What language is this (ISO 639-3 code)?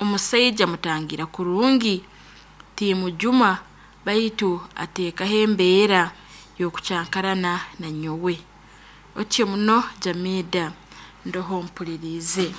nyo